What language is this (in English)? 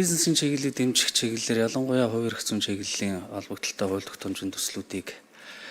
Mongolian